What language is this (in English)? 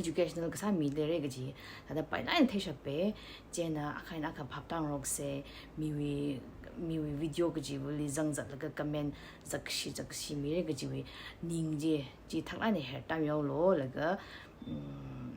Tangkhul Naga (India)